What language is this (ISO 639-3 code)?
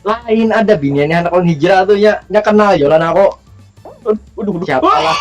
bjn